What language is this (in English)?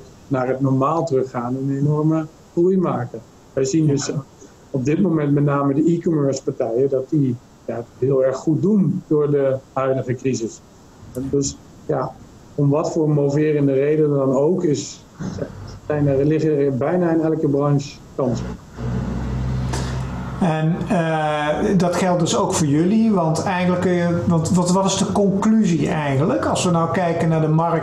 Dutch